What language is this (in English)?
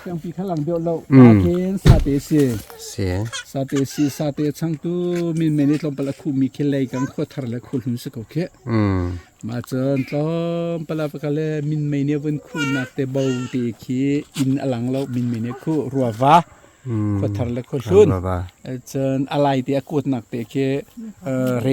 Hakha Chin